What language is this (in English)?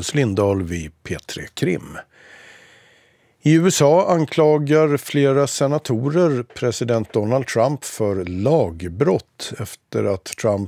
Swedish